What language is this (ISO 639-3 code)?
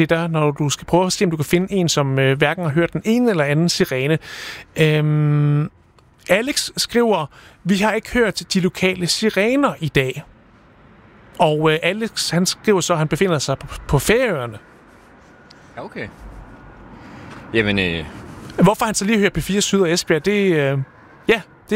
dan